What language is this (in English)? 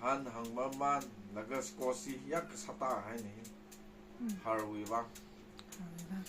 Tangkhul Naga (India)